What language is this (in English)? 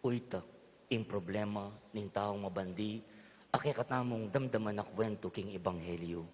Pampanga